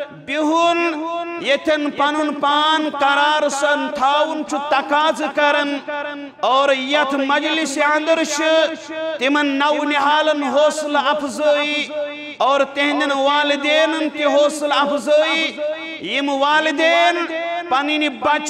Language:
Kashmiri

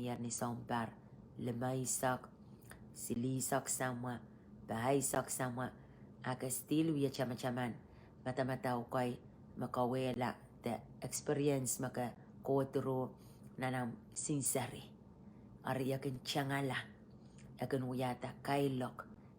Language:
Pohnpeian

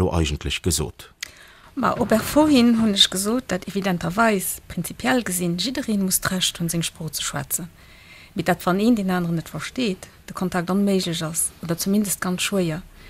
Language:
Luxembourgish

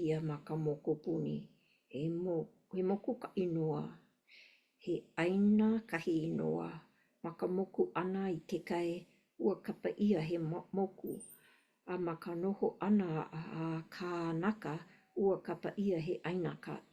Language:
Hawaiian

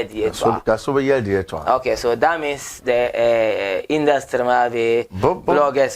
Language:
Dagbani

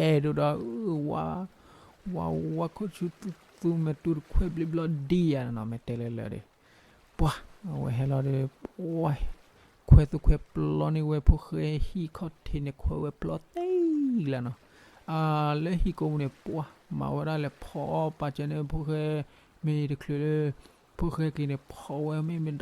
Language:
S'gaw Karen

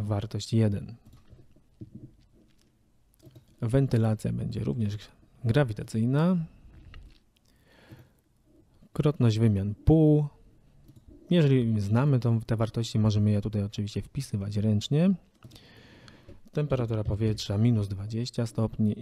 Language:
Polish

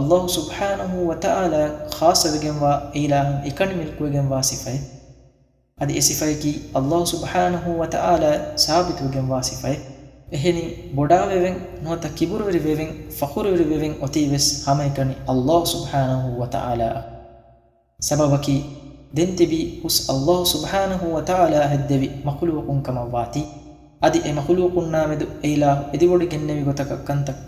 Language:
Divehi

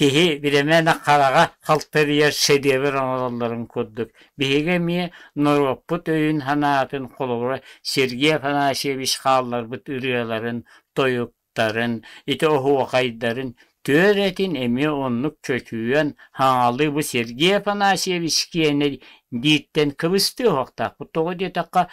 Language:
Yakut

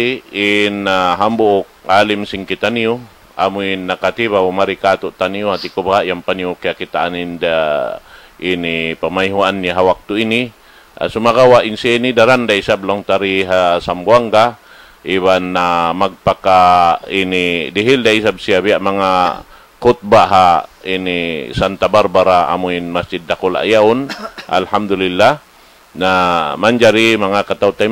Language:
Tausug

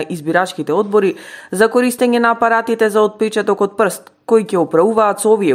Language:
Macedonian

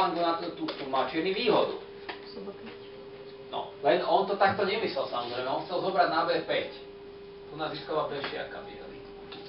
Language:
Slovak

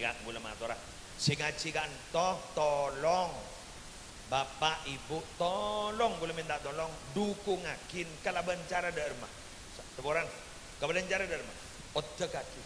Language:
Madurese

